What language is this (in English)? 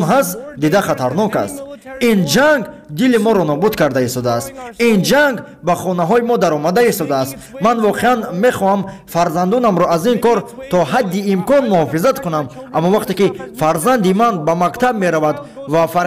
Tajik